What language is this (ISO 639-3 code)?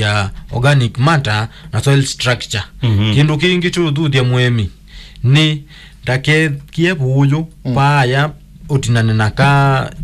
kam